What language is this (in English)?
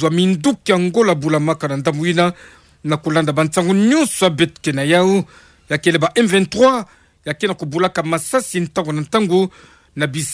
Kituba (Democratic Republic of Congo)